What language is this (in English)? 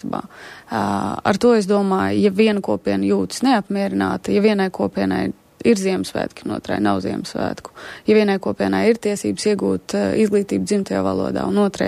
Latvian